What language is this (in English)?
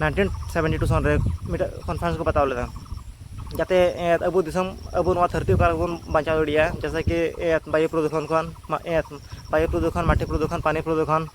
Santali